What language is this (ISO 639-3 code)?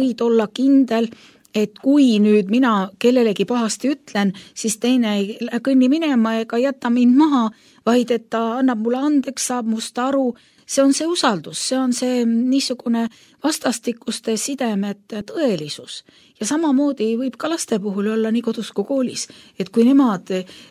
est